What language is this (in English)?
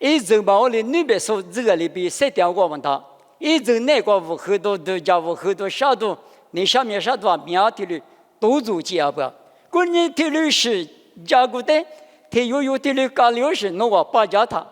Lisu